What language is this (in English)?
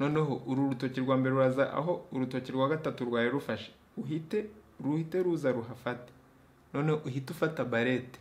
Kinyarwanda